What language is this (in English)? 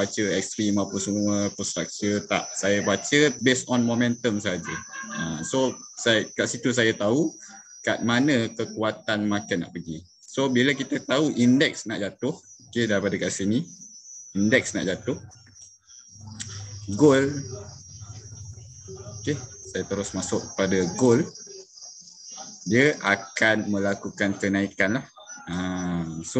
Malay